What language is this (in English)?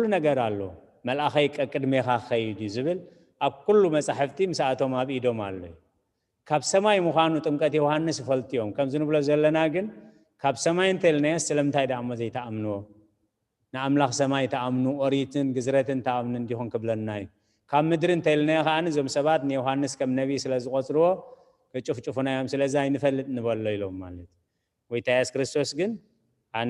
Tigrinya